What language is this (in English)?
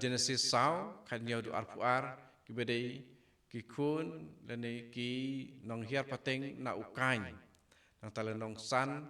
Khasi